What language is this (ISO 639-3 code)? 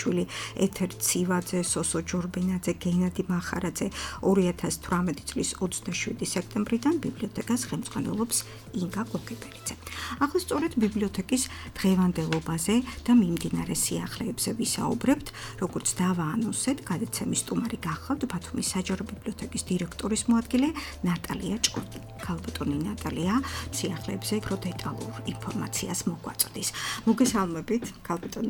kat